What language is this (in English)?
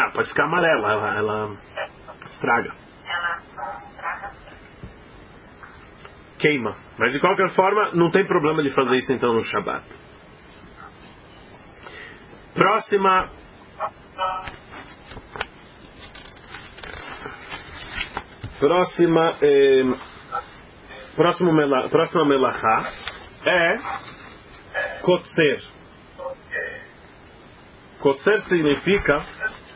Portuguese